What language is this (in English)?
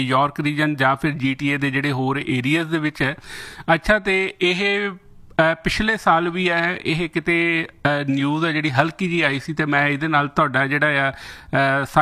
Punjabi